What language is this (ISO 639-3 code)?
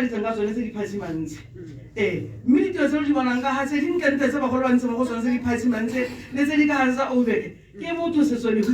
tsn